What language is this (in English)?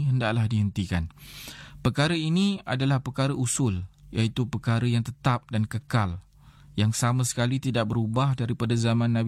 Malay